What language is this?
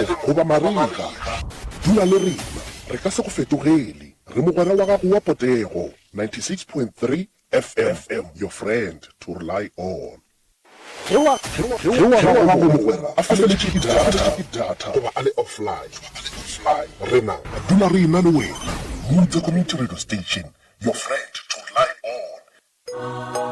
Northern Sotho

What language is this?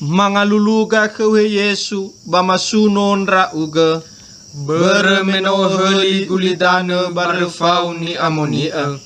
Nias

